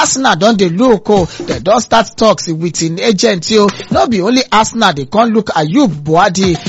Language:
Nigerian Pidgin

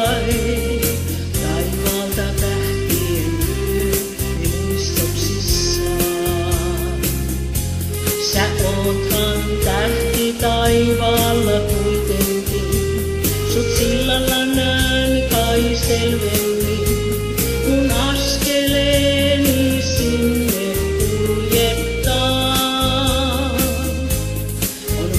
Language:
Finnish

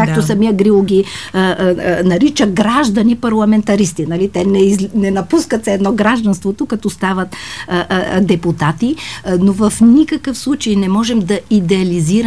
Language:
Bulgarian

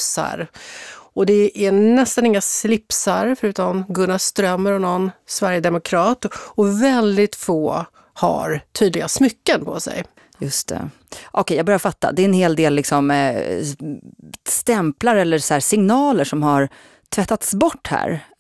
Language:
Swedish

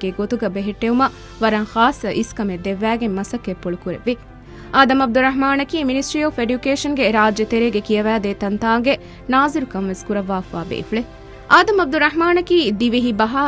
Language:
Divehi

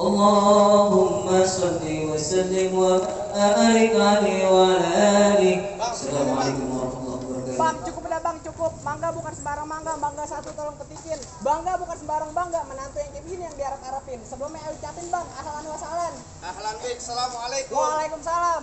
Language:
Betawi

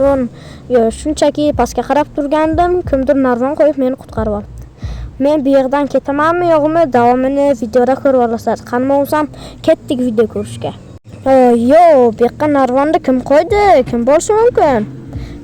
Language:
Uzbek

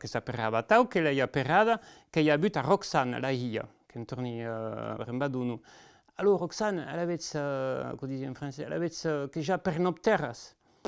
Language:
Occitan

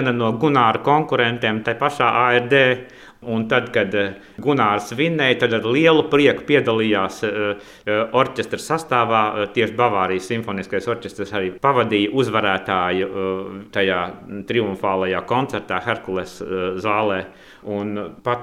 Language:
Latvian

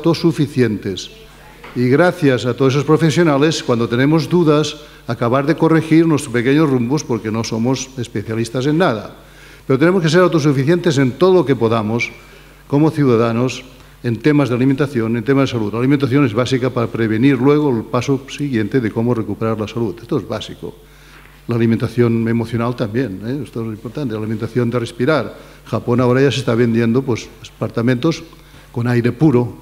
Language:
Spanish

